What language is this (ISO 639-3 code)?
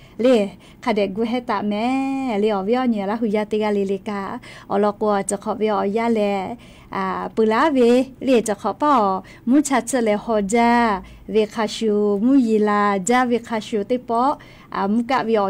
lhu